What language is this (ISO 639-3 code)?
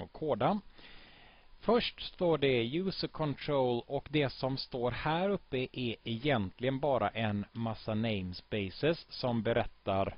swe